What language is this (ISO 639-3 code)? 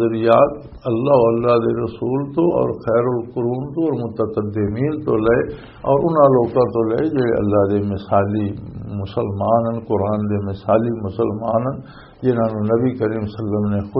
lah